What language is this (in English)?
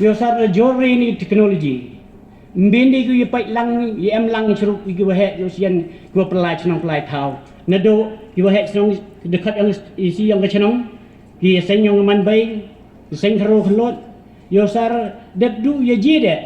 Pnar